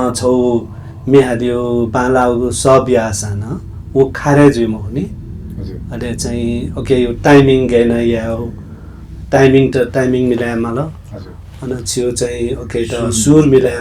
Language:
Newari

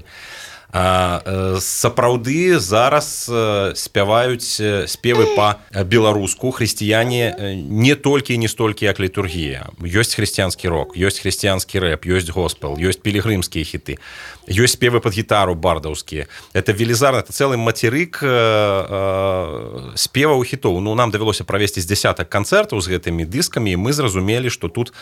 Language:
Belarusian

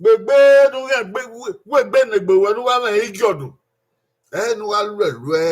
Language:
Bini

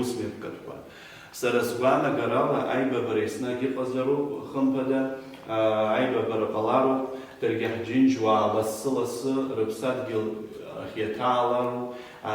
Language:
Abkhazian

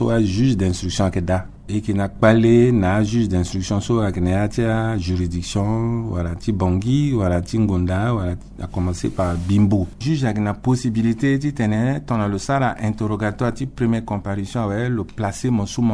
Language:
Sango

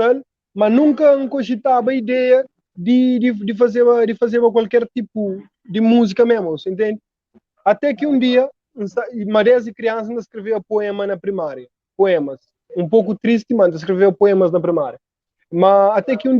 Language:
Kabuverdianu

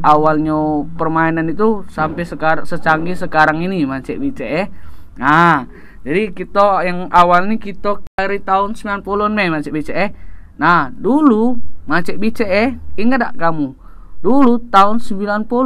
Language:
Musi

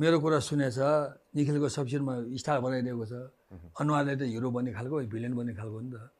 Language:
Nepali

